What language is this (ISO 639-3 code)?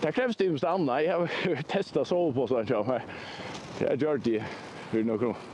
fao